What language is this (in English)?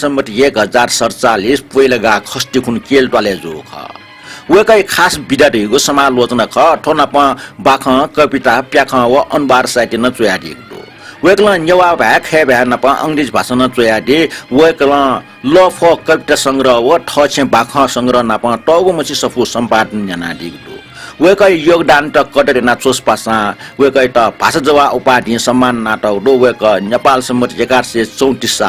Newari